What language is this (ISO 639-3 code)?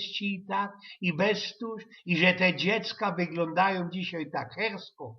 szl